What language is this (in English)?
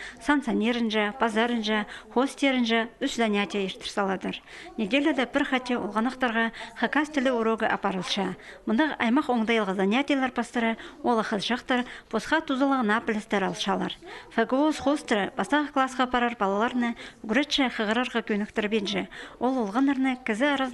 Khakas